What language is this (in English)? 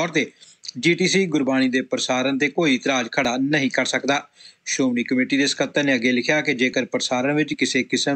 Punjabi